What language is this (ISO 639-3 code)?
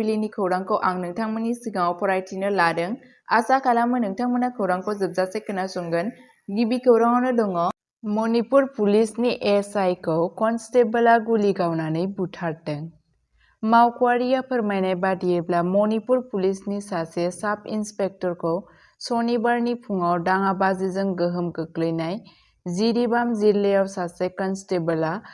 brx